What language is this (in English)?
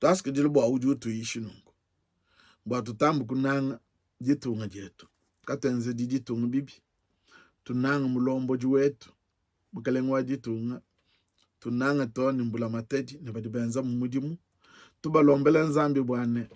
Luba-Lulua